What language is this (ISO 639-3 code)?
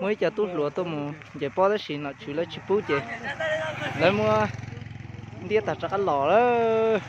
hmn